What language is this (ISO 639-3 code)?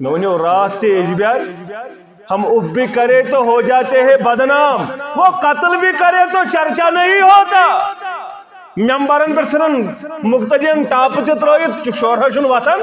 kas